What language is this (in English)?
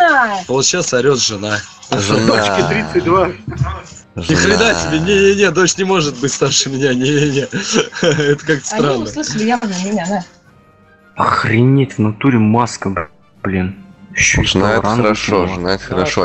Russian